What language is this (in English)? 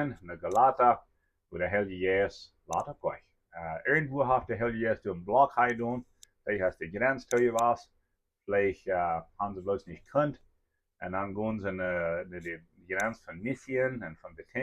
Plautdietsch